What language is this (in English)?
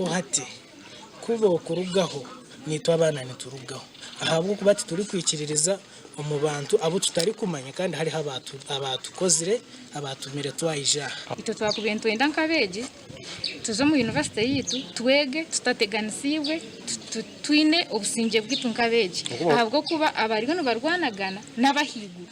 Nyankole